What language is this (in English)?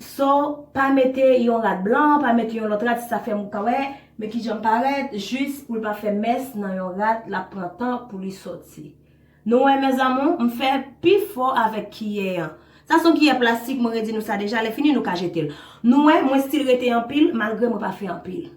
Haitian Creole